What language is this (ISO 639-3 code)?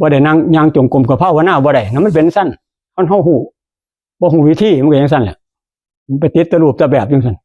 tts